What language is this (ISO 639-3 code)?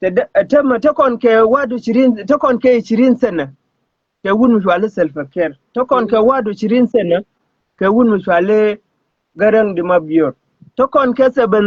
nus